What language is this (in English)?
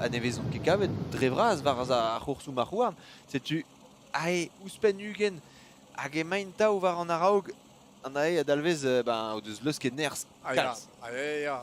Breton